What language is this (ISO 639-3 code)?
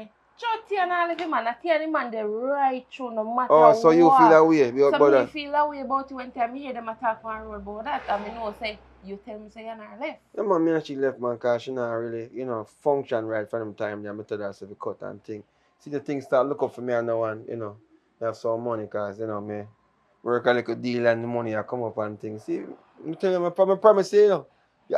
jam